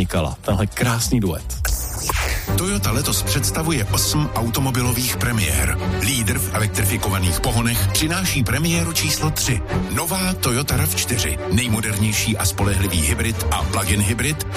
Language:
Czech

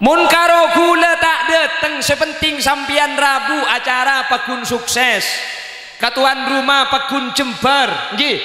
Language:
Madurese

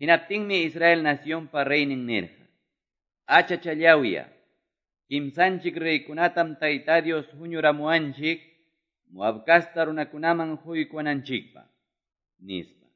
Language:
Quechua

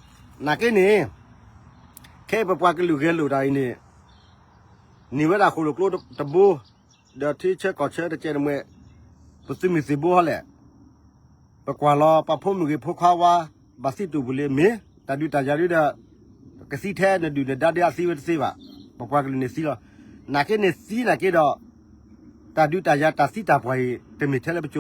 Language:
S'gaw Karen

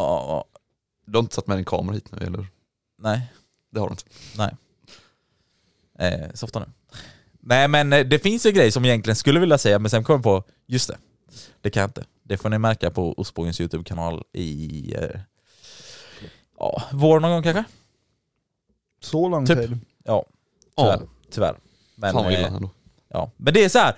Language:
Swedish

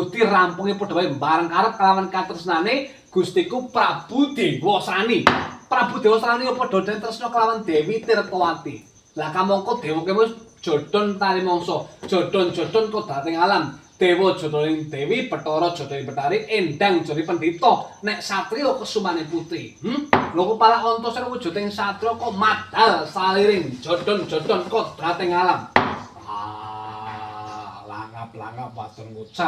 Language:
Javanese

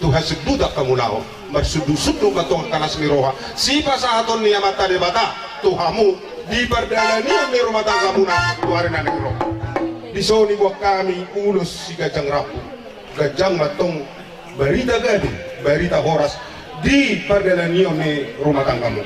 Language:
Batak Toba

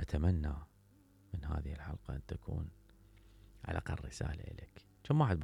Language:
Mesopotamian Arabic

